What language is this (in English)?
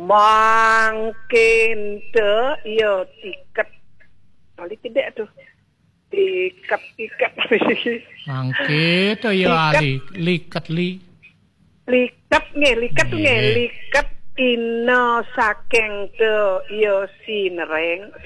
Balinese